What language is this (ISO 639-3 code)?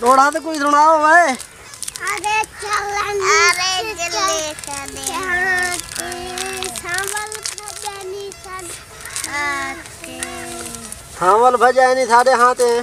skr